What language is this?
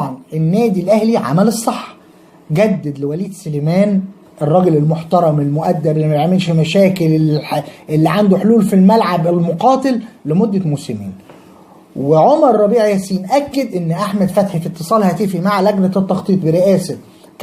Egyptian Arabic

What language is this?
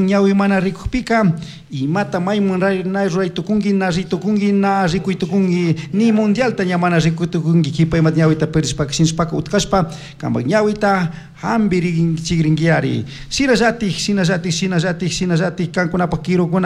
Chimborazo Highland Quichua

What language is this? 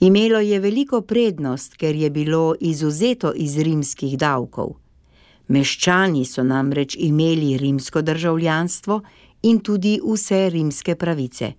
Slovenian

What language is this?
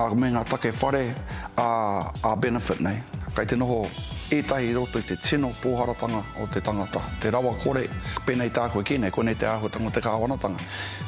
Māori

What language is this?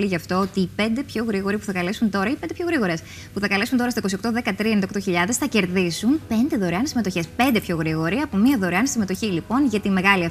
Greek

